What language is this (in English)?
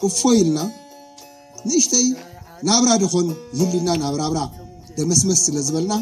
Tigrinya